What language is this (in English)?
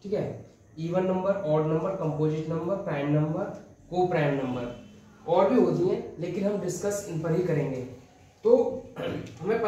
Hindi